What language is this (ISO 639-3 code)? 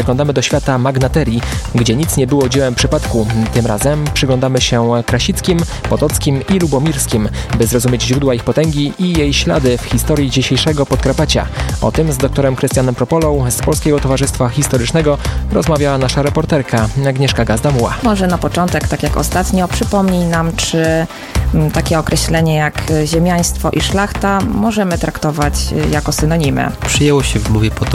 pol